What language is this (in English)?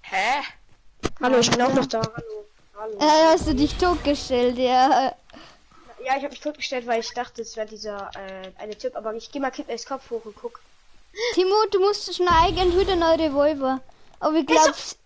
Bavarian